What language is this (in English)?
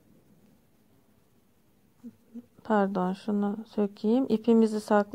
Turkish